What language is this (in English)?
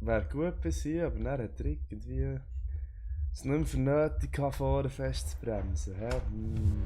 Swiss German